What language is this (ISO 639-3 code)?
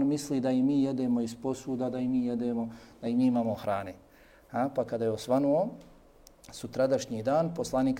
bos